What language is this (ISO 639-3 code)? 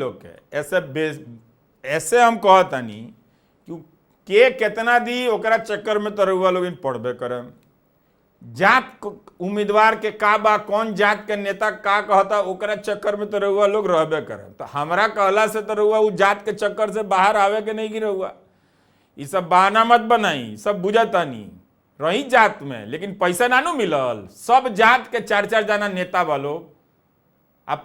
bho